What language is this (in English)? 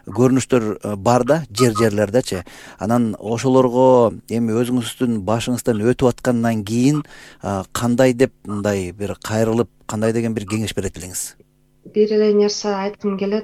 Kyrgyz